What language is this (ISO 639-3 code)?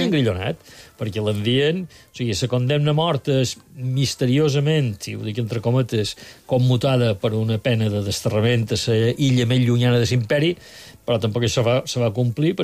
cat